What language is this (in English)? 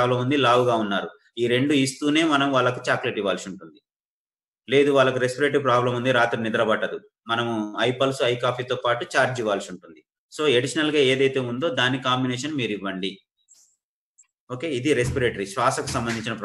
Telugu